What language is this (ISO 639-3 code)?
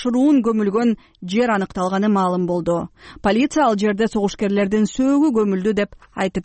kir